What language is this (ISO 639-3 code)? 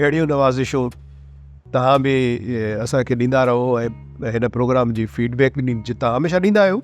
snd